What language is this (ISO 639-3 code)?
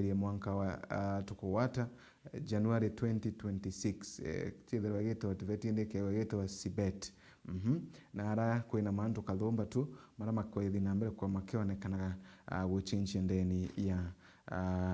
mer